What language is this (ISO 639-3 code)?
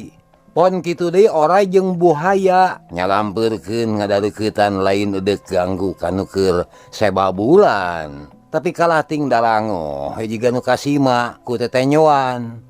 sun